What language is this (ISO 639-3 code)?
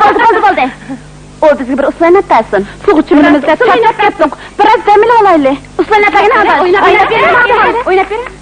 uig